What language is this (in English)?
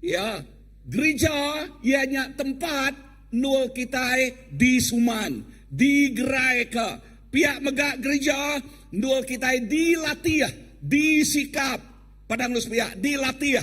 Iban